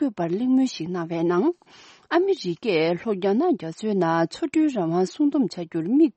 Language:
Tibetan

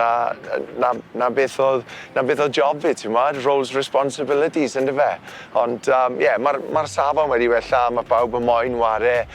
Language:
Welsh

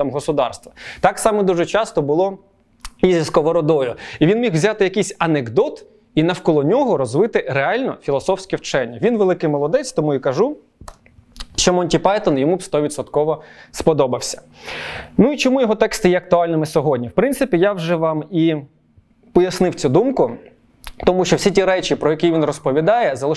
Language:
Ukrainian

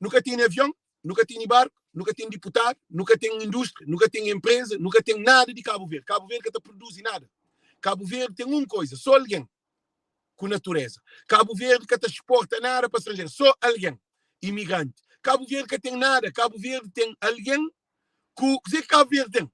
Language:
Kabuverdianu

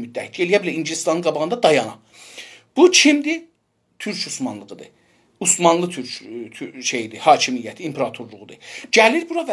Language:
South Azerbaijani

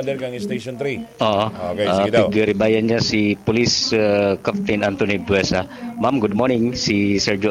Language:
Bikol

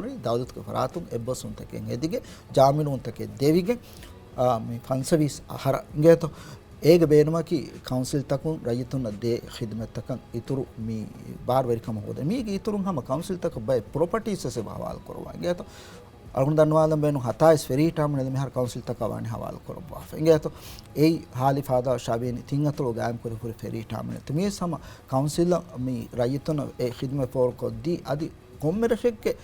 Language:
Divehi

